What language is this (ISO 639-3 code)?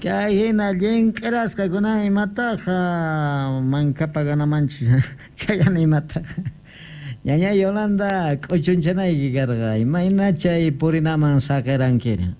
que